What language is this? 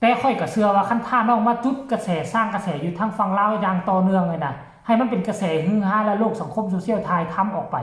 Northeastern Thai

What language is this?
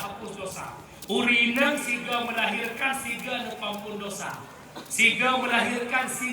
Achinese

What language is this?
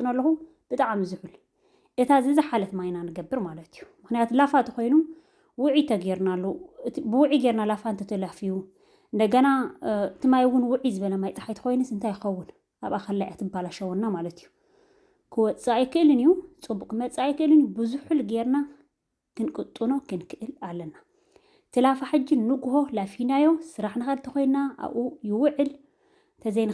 Tigrinya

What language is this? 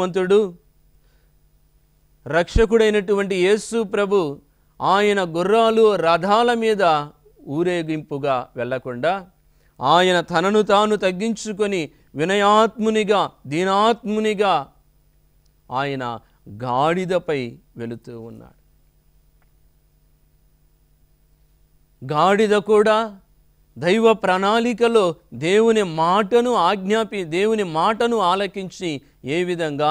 Telugu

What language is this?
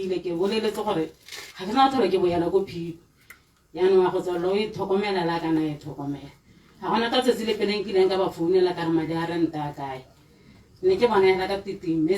Tswana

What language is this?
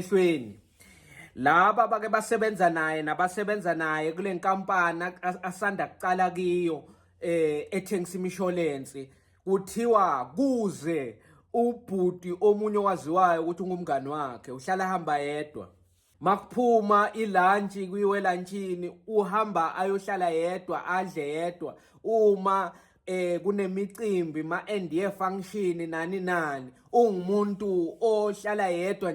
Zulu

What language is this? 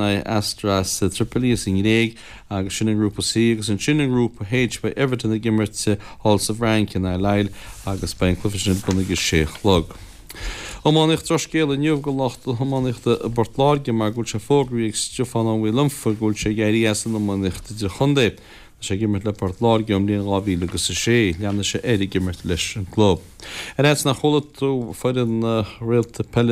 Irish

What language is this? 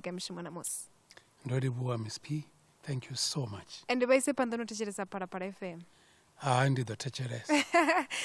Venda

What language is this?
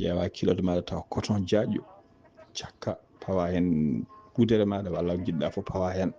Fula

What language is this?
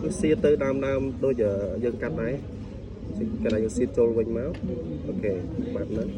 Khmer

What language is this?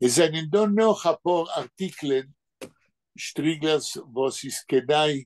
Yiddish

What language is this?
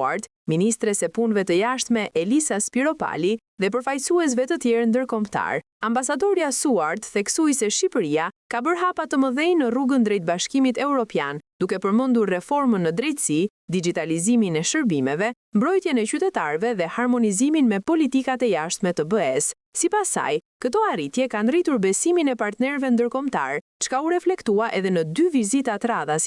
Albanian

